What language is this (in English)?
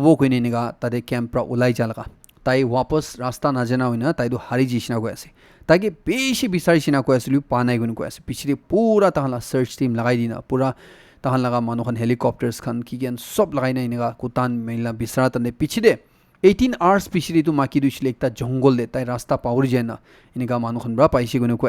Naga Pidgin